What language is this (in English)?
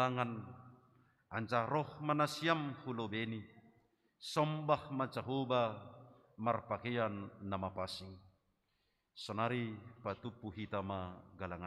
Batak Simalungun